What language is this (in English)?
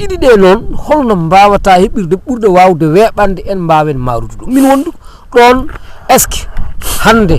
Fula